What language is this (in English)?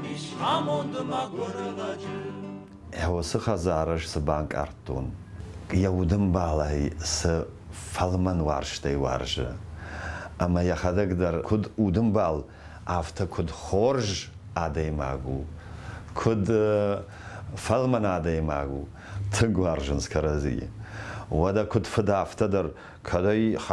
Ossetic